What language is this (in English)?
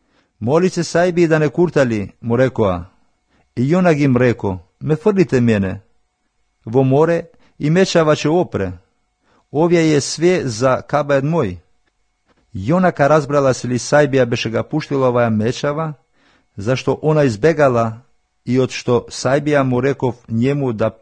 Macedonian